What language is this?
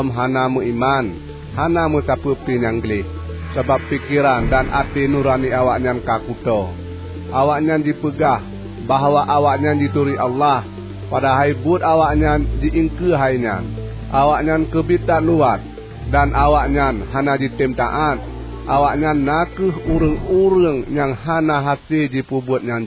Achinese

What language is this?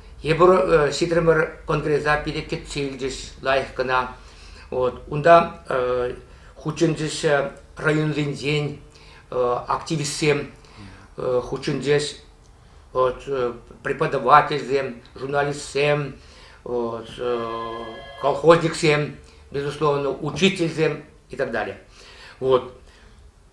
Chuvash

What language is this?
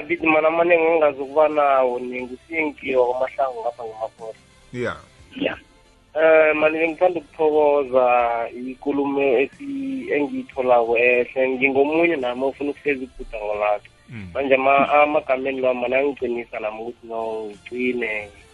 South Ndebele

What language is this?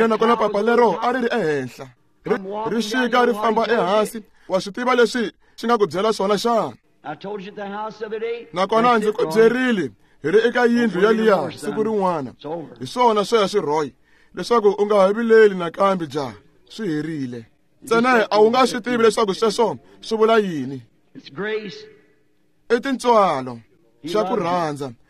Tsonga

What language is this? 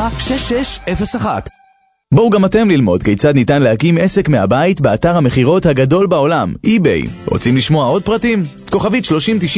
Hebrew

